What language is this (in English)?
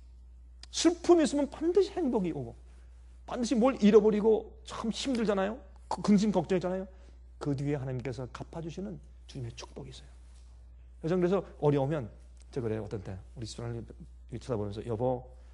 Korean